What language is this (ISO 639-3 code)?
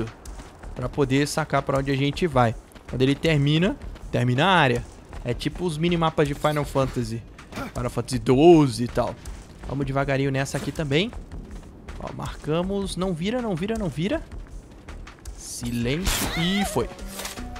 por